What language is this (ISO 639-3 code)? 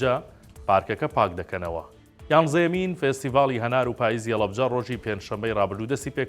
ckb